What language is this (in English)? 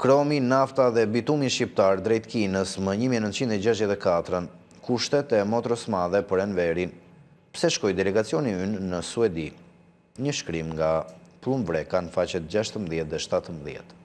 Albanian